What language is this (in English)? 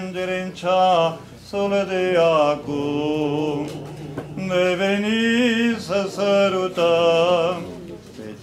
Romanian